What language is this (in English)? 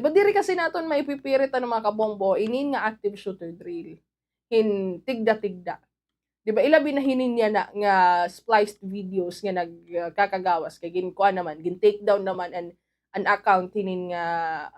Waray